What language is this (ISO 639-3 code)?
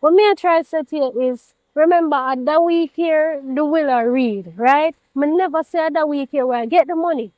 jam